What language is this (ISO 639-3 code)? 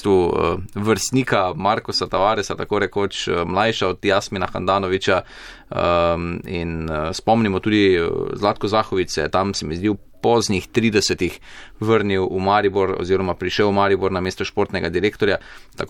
slv